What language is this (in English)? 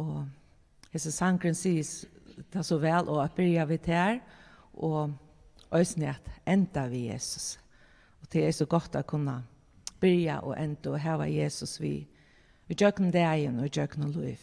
Faroese